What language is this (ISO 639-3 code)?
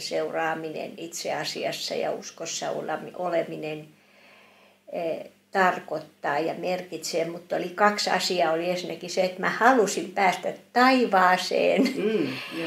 fin